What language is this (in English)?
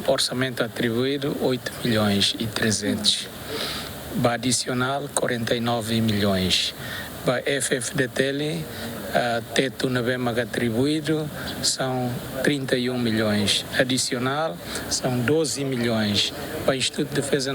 Tetum